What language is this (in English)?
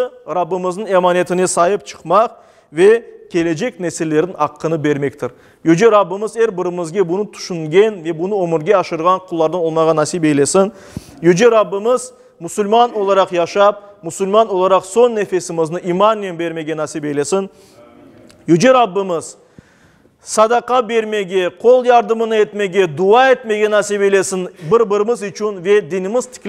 Crimean Tatar